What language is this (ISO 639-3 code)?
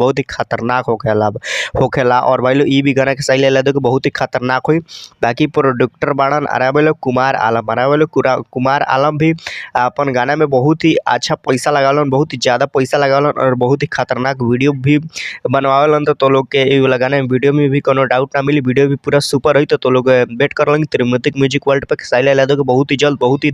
bho